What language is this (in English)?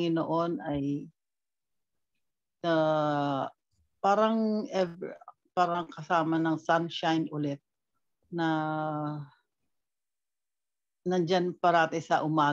Filipino